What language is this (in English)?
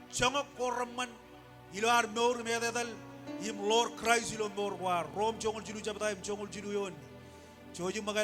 Marshallese